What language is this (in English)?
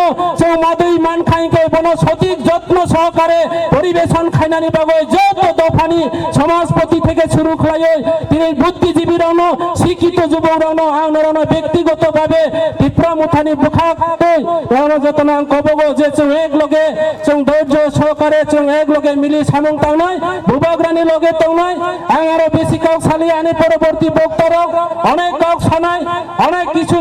Kok Borok